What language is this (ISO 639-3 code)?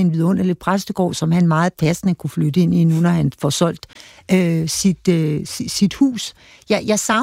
dan